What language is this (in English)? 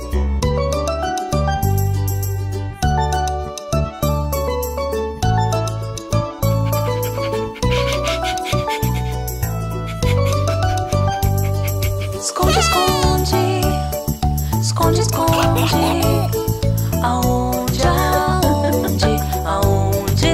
Portuguese